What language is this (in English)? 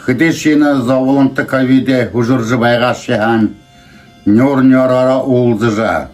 Buriat